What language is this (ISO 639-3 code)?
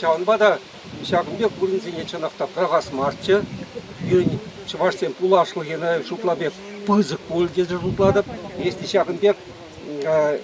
chv